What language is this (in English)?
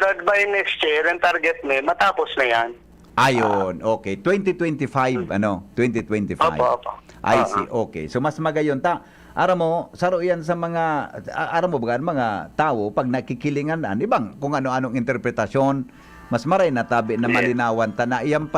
Bikol